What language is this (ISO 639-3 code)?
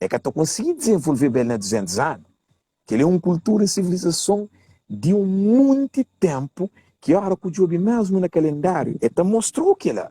kea